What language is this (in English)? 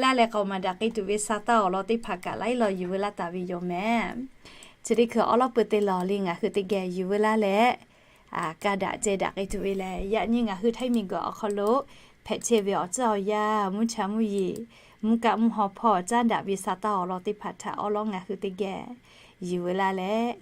Lahu